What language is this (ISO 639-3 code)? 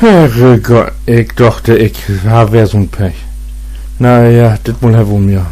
nds